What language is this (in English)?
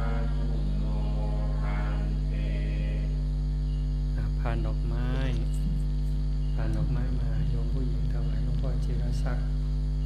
Thai